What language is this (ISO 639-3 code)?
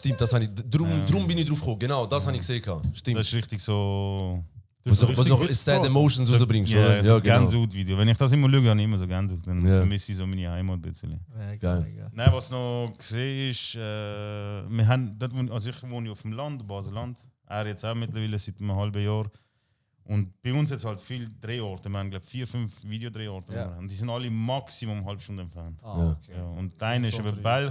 gsw